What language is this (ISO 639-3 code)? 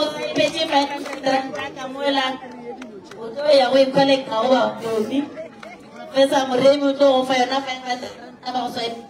nso